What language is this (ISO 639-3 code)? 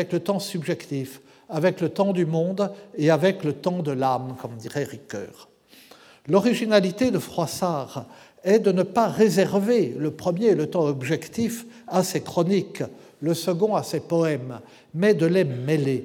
fra